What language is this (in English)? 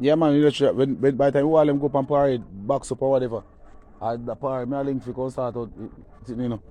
Jamaican Creole English